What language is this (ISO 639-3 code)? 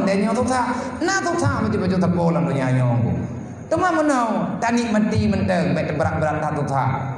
ace